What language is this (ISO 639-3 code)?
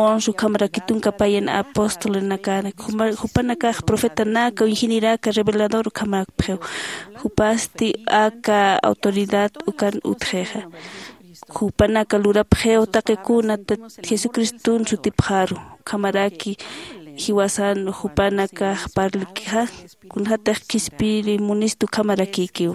aym